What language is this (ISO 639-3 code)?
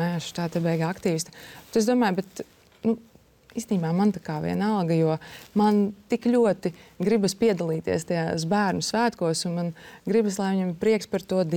lav